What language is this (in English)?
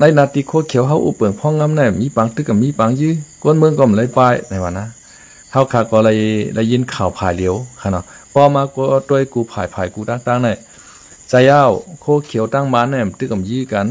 Shan